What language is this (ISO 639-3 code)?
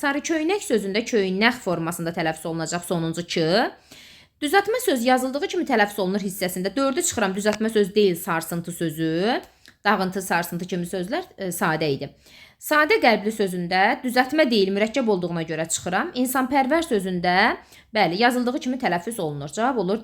aze